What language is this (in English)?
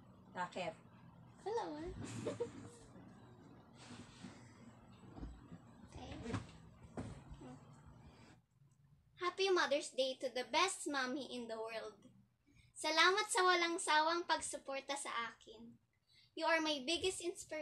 Filipino